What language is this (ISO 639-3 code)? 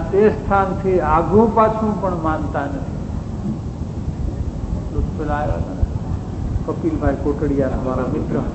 guj